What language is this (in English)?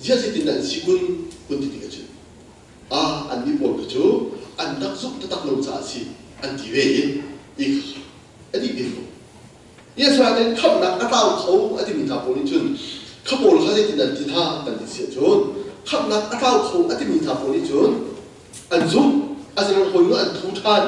Hakha Chin